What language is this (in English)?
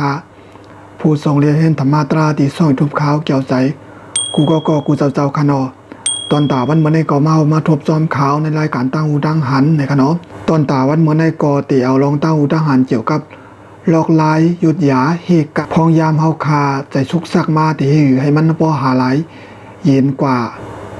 Shan